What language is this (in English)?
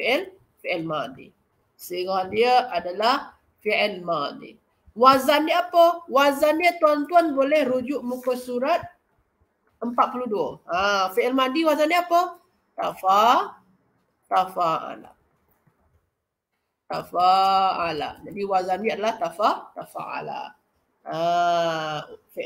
Malay